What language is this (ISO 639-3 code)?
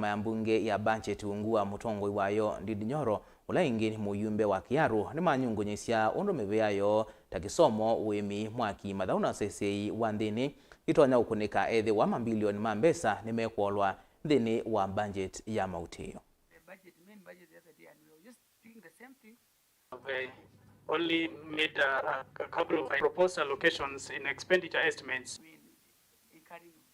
kam